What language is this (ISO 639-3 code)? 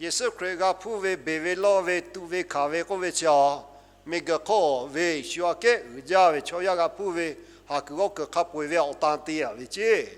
lhu